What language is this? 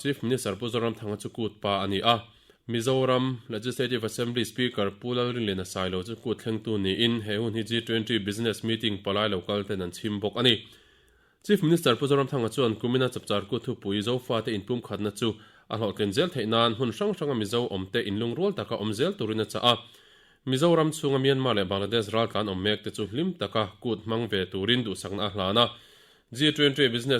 Mizo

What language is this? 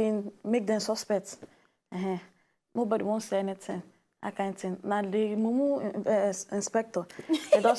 Nigerian Pidgin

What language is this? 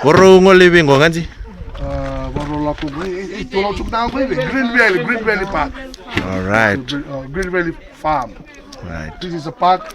Fijian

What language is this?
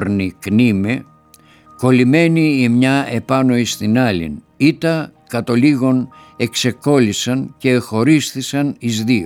Greek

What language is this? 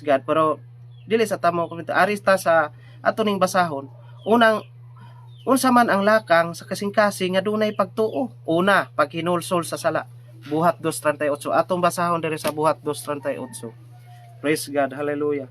Cebuano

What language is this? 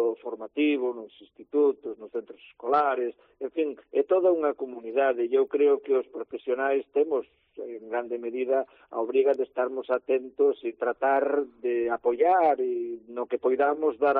Galician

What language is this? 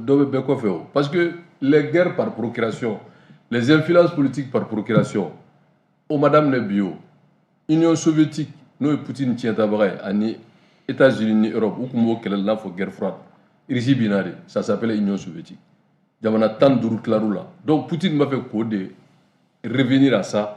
Bambara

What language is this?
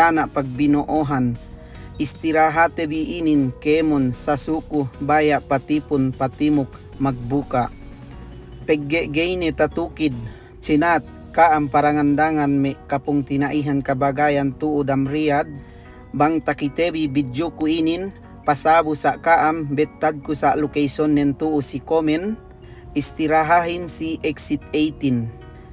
Yakan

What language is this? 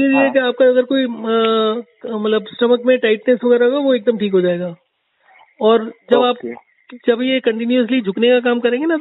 Hindi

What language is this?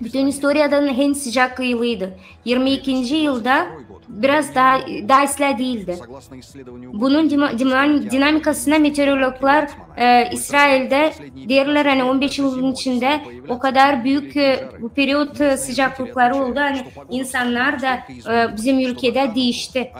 Gagauz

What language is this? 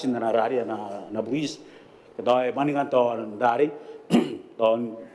Gilbertese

